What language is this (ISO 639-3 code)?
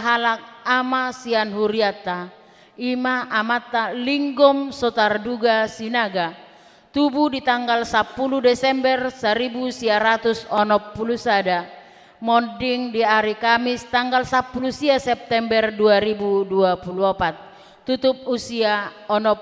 bbc